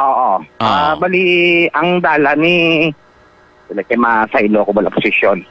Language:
Hiligaynon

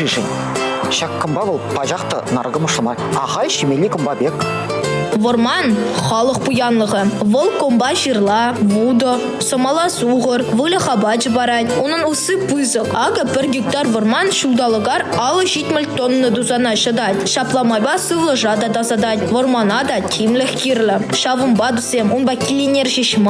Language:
Chuvash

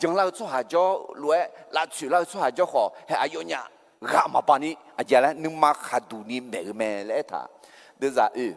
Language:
Akha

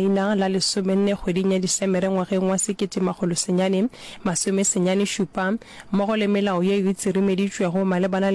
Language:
Northern Sotho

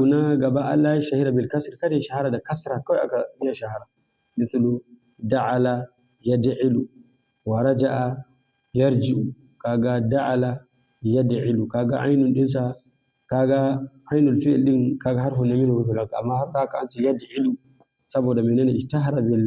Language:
Hausa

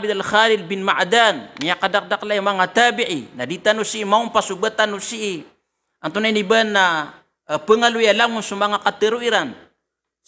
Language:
Maranao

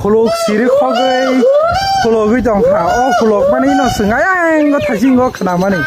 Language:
Kok Borok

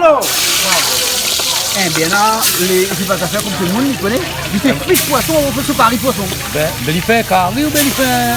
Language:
Réunion Creole French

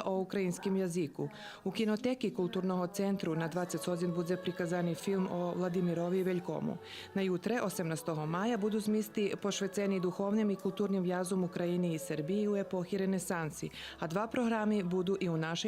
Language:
Rusyn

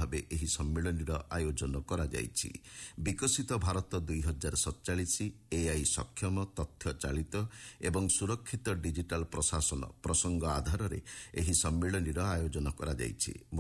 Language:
Odia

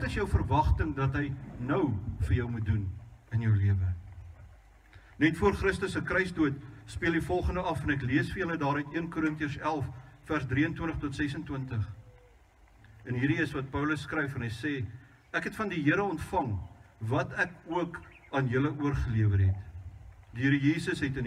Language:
Afrikaans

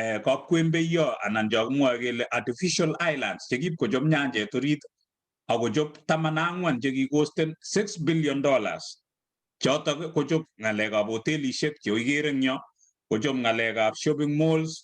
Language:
Kalenjin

